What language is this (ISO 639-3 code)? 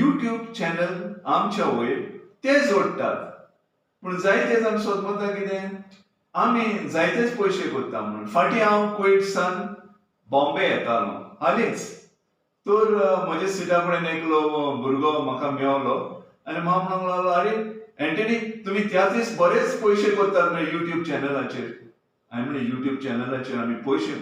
kok